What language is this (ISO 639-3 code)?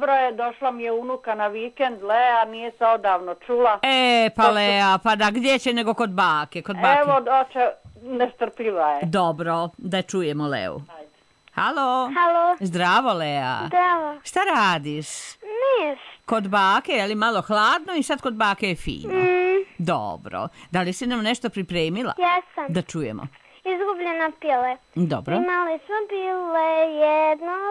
srp